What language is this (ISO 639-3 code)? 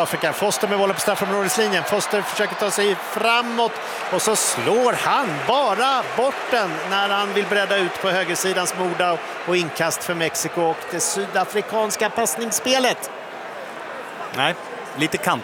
swe